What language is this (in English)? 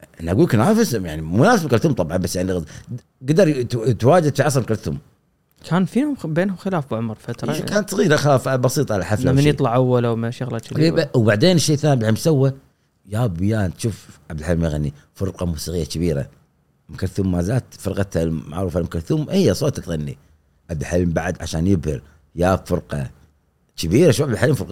Gulf Arabic